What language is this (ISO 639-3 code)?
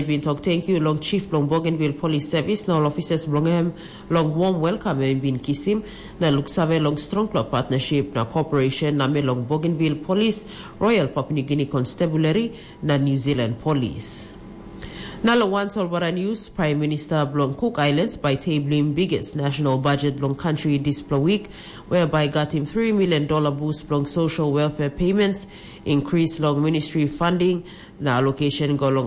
tpi